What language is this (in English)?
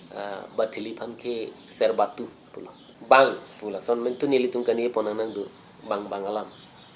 Karbi